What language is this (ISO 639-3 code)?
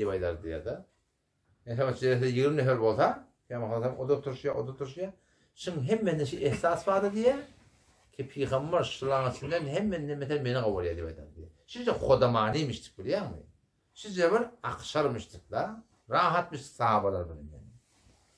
tuk